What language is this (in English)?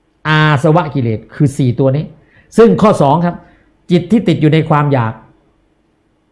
Thai